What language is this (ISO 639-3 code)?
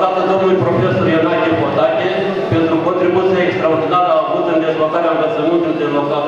ron